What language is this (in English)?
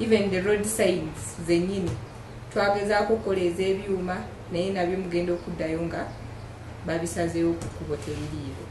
Ganda